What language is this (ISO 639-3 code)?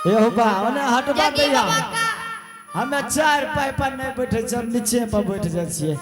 anp